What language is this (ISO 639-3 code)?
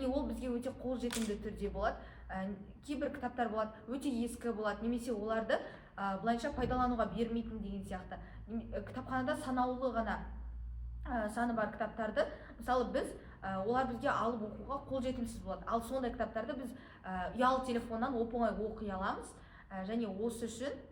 kaz